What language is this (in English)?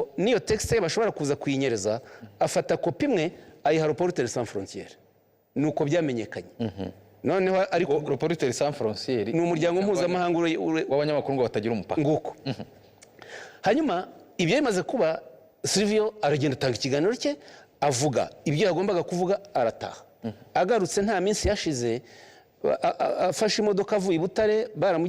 Kinyarwanda